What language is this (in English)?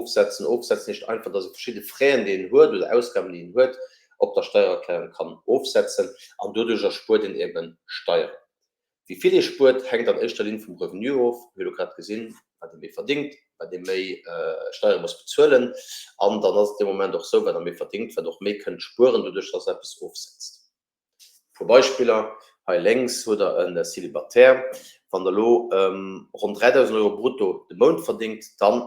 Luxembourgish